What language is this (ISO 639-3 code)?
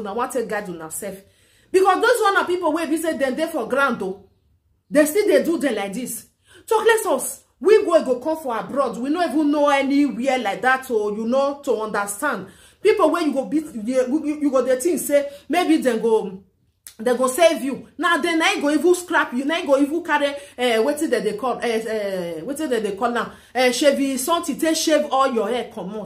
pcm